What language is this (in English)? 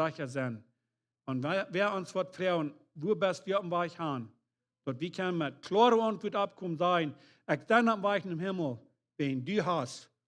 Plautdietsch